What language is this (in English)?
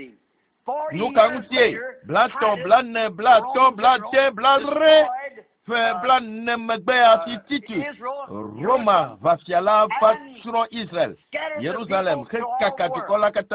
Ewe